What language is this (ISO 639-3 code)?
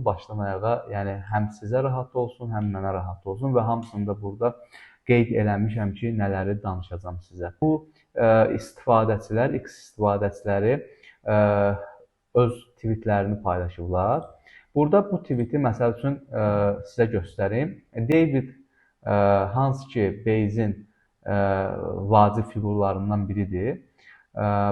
aze